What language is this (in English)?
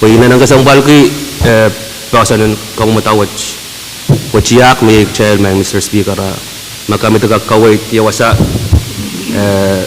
Pohnpeian